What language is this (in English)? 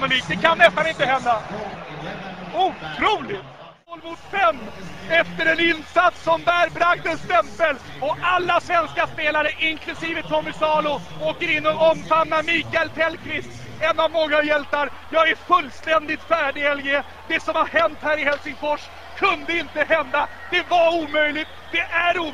Swedish